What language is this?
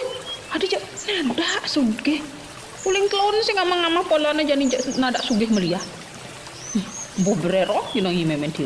Balinese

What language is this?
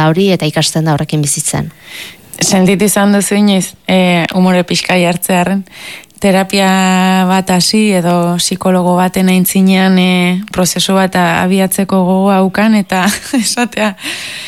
Basque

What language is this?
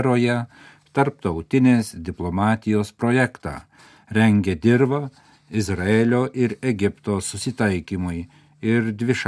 Lithuanian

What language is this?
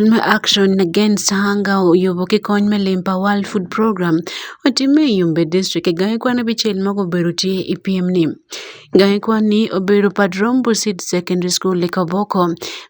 Acoli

